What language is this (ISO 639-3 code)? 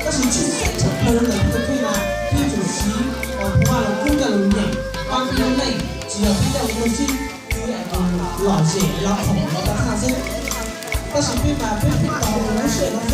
hmn